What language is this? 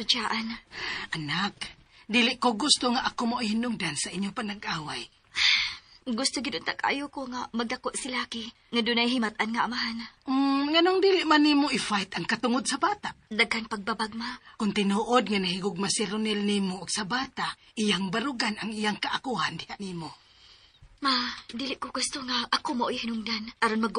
Cebuano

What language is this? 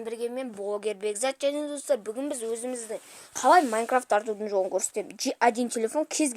Kazakh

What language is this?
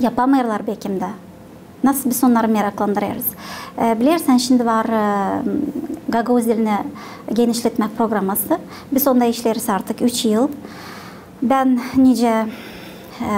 Gagauz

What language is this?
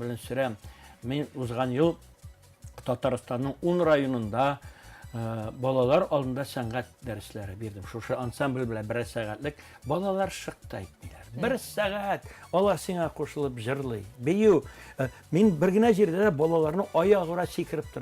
Tatar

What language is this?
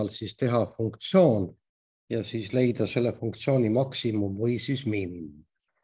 Estonian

